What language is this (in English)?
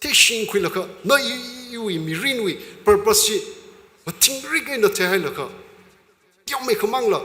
Tangkhul Naga (India)